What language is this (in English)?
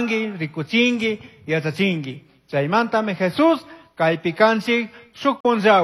Chimborazo Highland Quichua